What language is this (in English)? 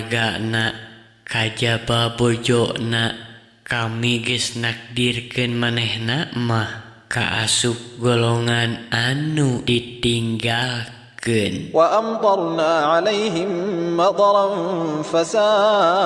Sundanese